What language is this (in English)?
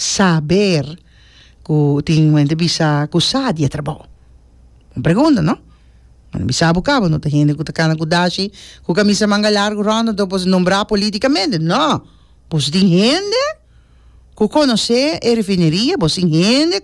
Papiamento